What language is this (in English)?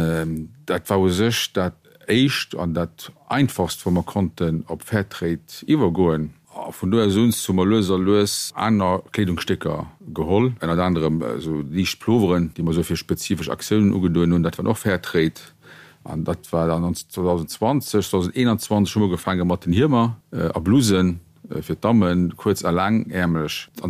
Luxembourgish